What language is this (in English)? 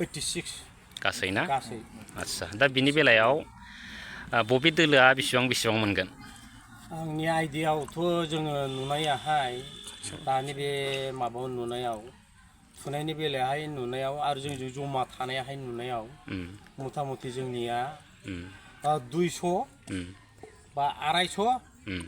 Bodo